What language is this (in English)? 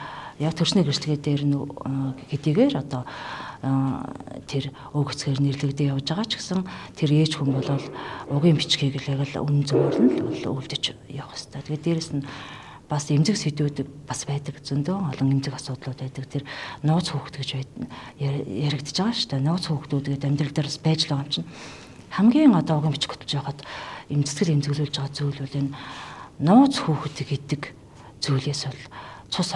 Mongolian